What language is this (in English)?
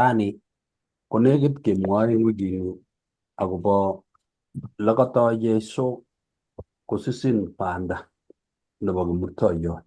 Kalenjin